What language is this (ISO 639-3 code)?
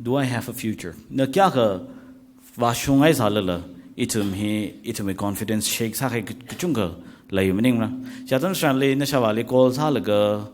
nmf